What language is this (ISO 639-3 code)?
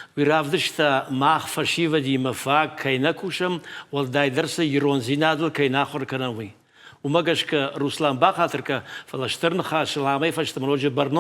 oss